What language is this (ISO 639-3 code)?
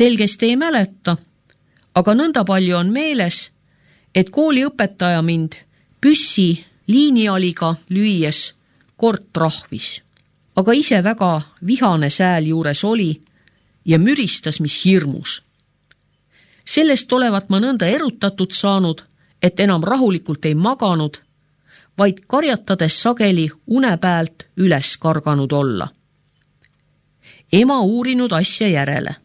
est